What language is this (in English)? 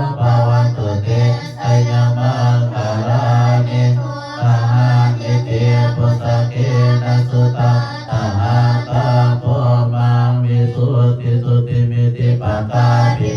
Pali